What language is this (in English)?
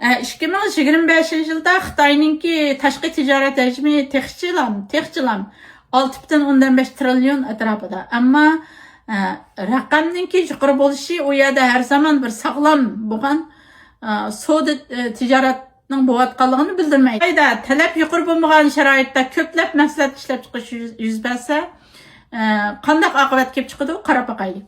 Uyghur